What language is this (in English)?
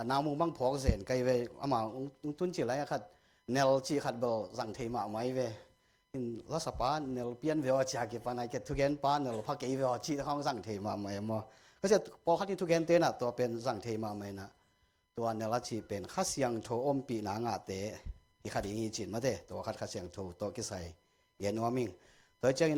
Tedim Chin